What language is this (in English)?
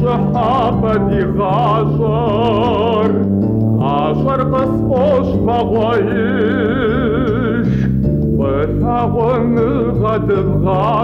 Kabardian